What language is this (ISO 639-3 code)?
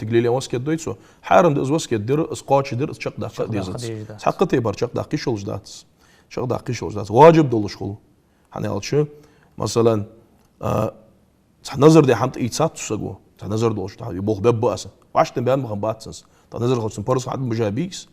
inh